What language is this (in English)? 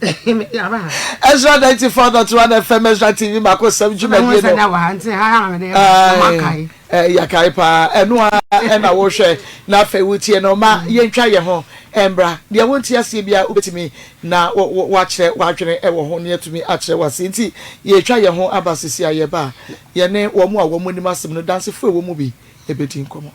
Akan